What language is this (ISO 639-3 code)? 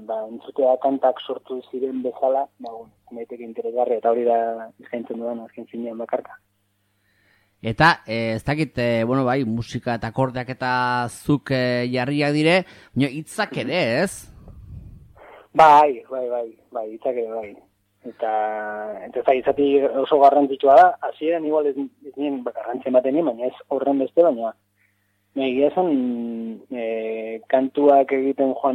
eus